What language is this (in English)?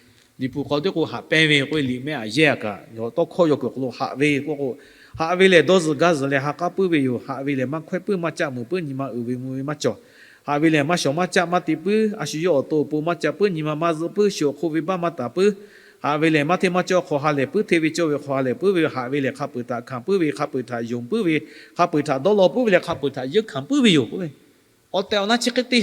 Lahu